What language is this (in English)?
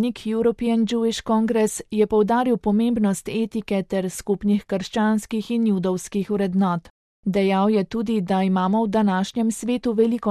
Slovenian